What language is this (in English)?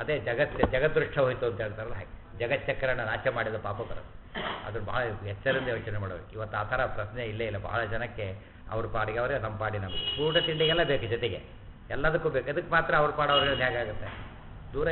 Kannada